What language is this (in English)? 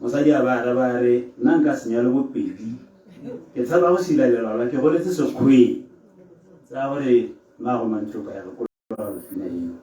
Tswana